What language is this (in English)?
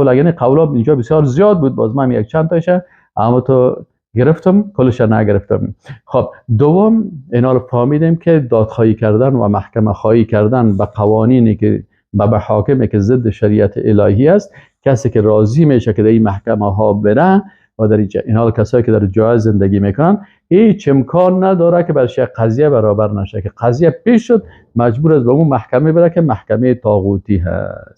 Persian